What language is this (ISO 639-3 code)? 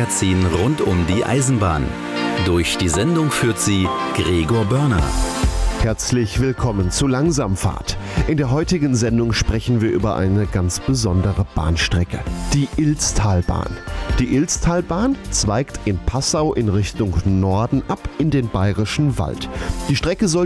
deu